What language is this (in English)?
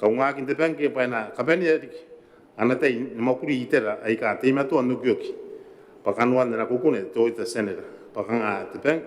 Gilbertese